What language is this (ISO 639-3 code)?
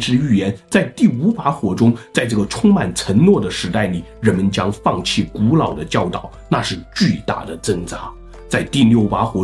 zho